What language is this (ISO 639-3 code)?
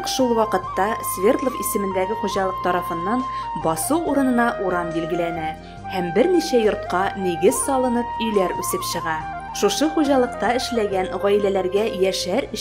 bak